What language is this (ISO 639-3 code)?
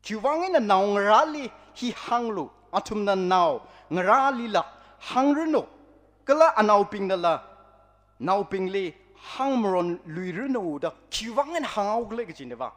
nmf